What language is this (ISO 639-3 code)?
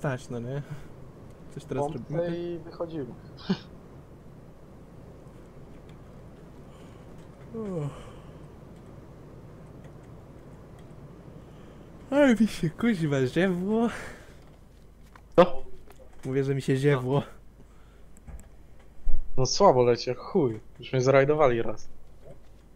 pol